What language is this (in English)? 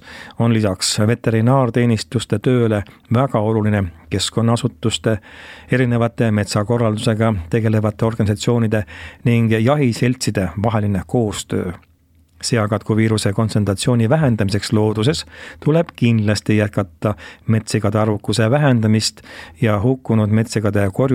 Estonian